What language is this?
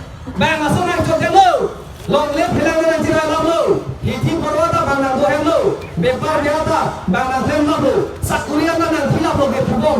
Karbi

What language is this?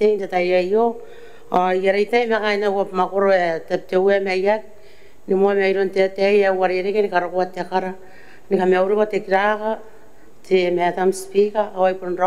Gilbertese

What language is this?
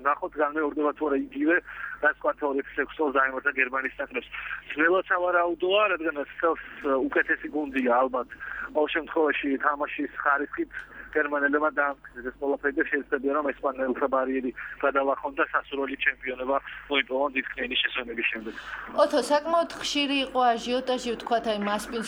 Georgian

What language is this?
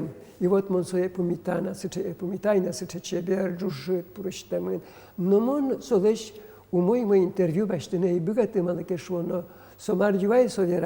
Udmurt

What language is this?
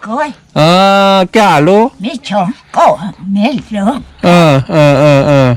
Shan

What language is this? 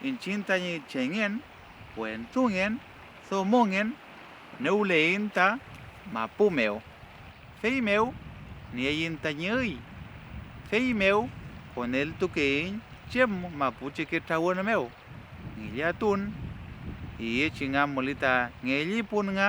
Mapuche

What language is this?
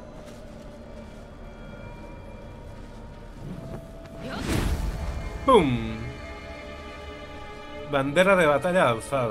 Catalan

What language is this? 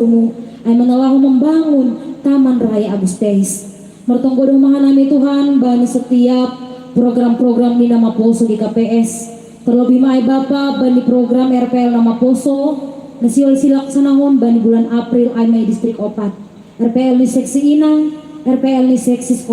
Batak Simalungun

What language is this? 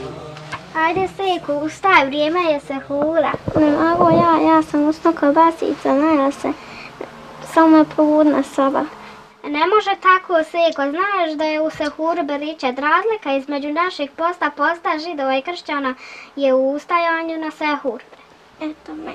Bosnian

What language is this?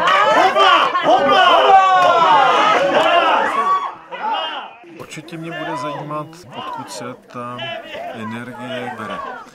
Czech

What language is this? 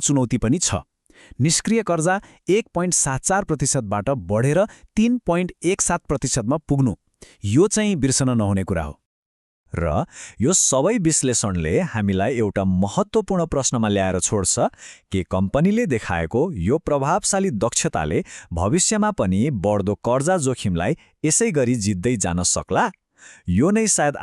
Nepali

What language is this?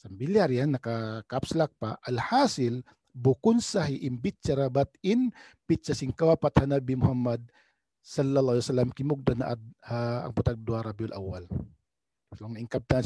Tausug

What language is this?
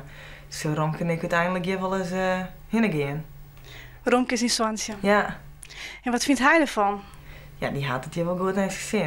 Western Frisian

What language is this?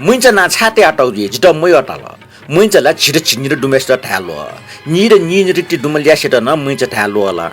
Newari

